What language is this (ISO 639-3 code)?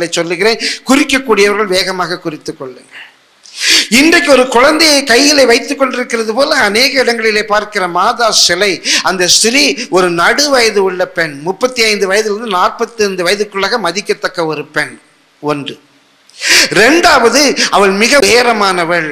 tam